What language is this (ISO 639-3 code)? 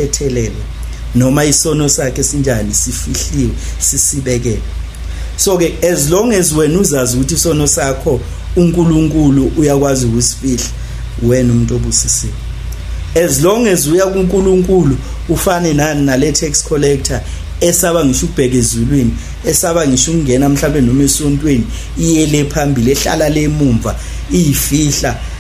zul